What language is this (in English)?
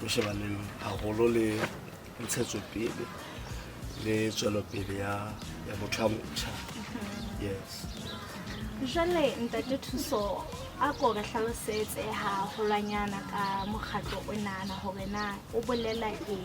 Southern Sotho